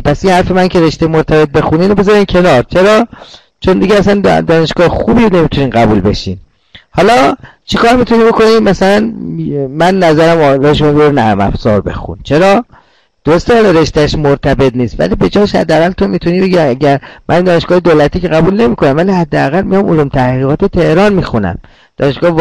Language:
Persian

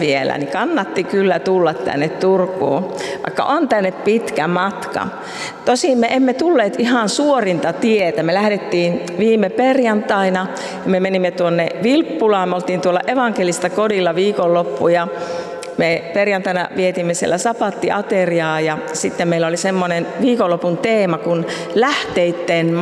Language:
Finnish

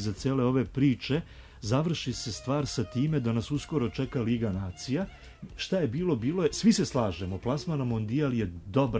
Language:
Serbian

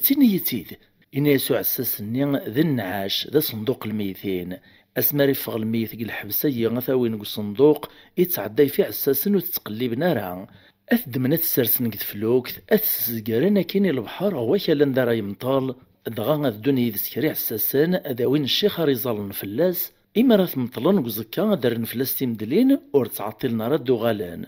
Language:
Kabyle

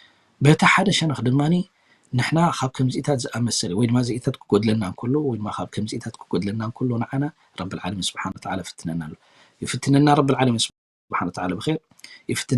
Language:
Tigrinya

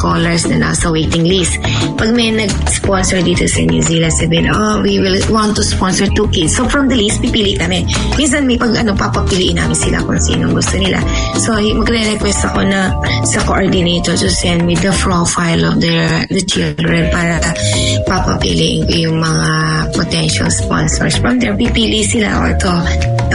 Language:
Filipino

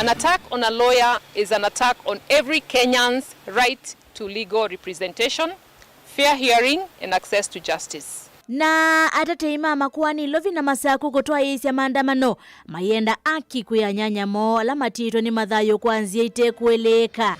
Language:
Kamba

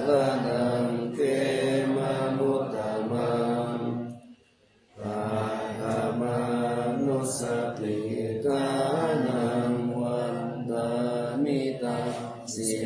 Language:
Pali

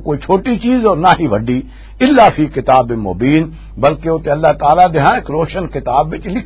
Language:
Western Panjabi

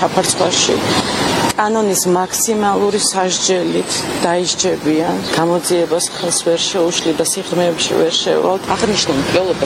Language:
Georgian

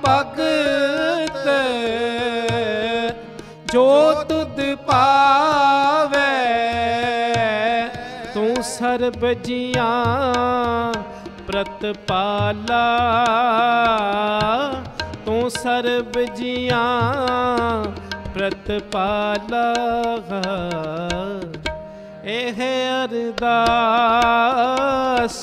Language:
Punjabi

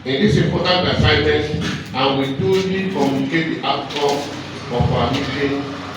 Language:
Igbo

